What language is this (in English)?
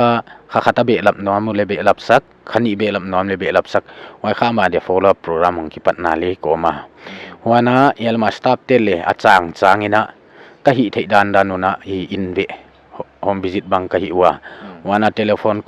Paite Chin